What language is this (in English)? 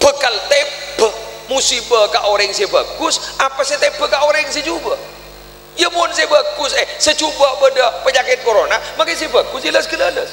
Madurese